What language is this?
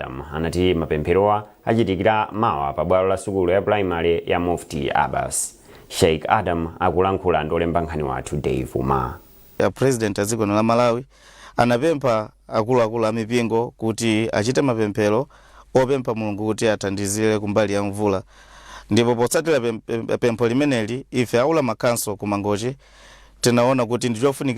Nyanja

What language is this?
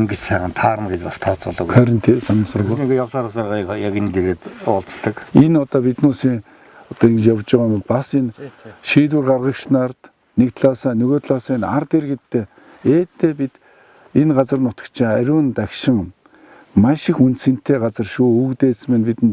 Mongolian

